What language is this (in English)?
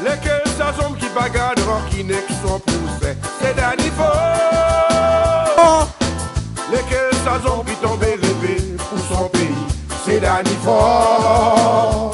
Seselwa Creole French